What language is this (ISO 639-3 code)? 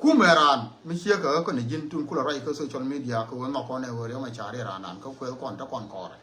nus